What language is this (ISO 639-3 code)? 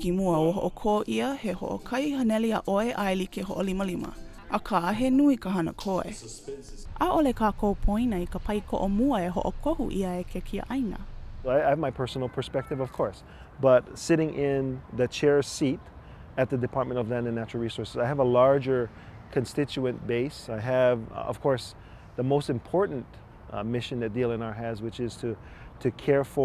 haw